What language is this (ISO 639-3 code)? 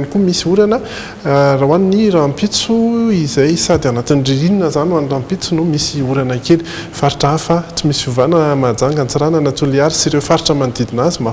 mlg